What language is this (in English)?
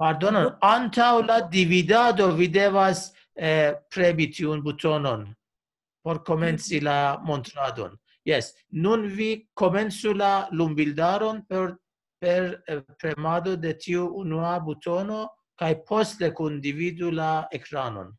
Esperanto